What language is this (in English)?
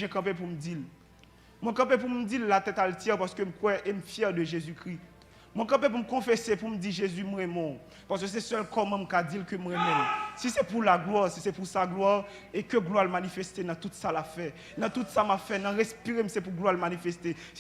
Haitian Creole